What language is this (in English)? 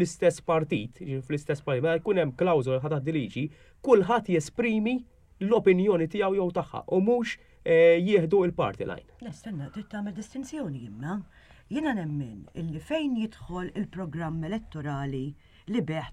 Maltese